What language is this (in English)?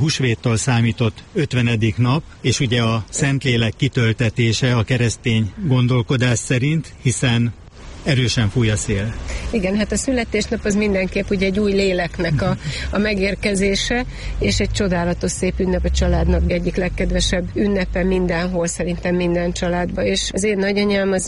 Hungarian